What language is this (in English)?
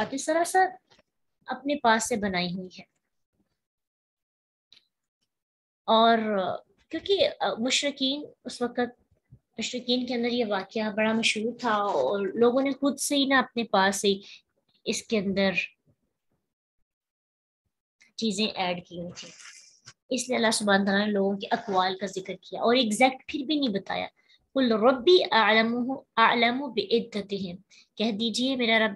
Urdu